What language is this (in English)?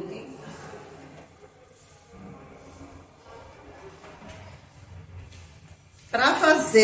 Portuguese